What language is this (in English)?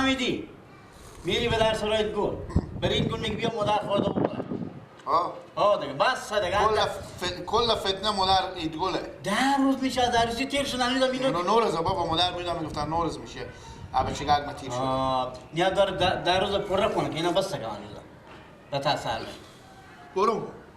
Persian